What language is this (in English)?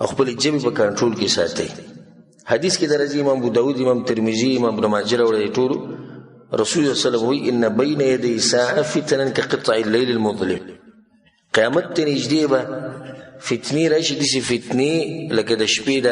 Pashto